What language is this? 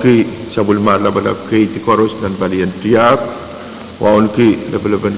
Pohnpeian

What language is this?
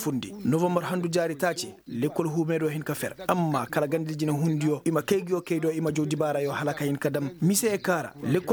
Koyraboro Senni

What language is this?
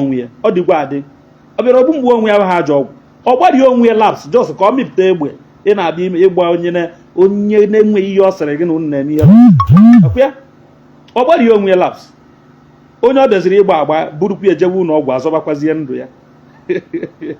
Igbo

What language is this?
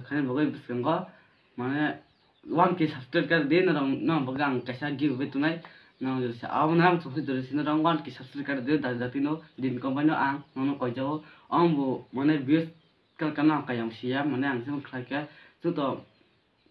Kok Borok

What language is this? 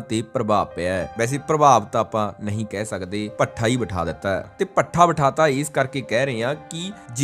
Punjabi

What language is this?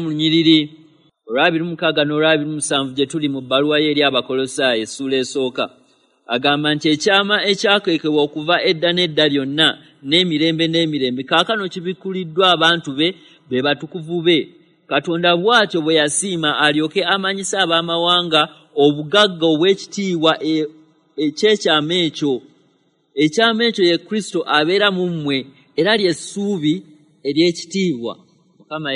Ganda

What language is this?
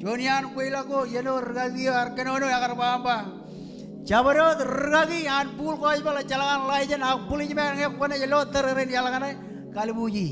Marshallese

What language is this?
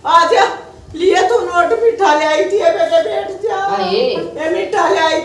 Haryanvi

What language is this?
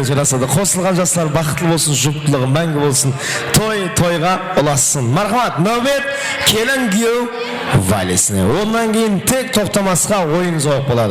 Kara-Kalpak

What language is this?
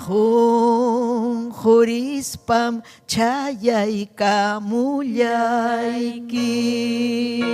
Ayacucho Quechua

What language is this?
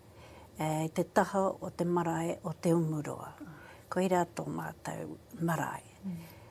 Māori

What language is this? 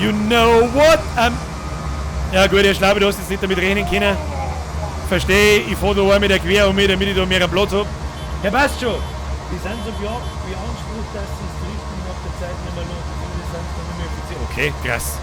Bavarian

